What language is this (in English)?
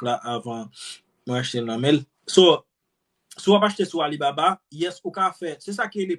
Haitian Creole